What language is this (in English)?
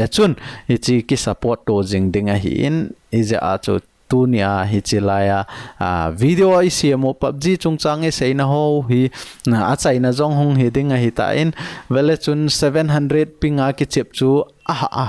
Thado Chin